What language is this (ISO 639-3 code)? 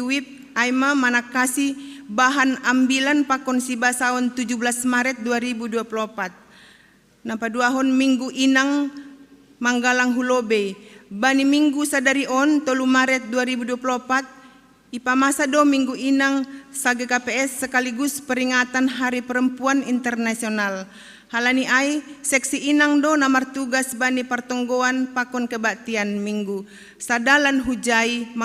bts